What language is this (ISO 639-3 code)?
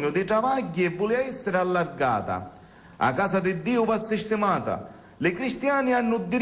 scn